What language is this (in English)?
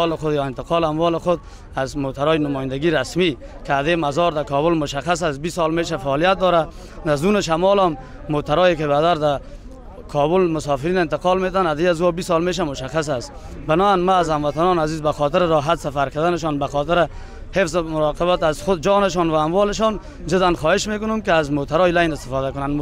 Persian